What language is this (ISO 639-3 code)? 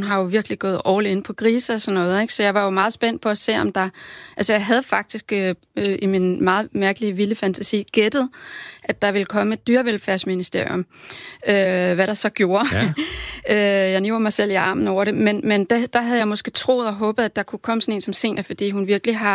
dan